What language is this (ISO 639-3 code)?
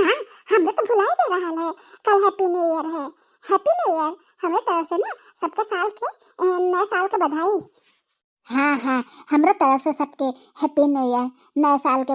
bho